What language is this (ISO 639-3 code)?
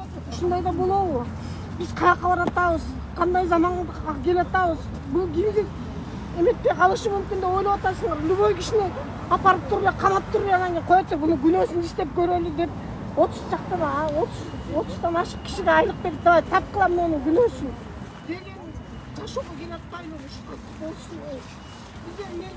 kir